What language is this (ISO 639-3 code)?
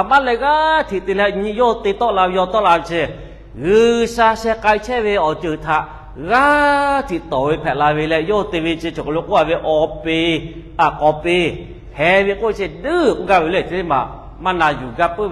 lhu